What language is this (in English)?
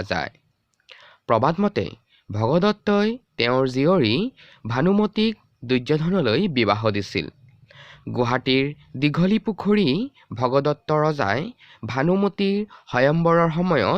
Assamese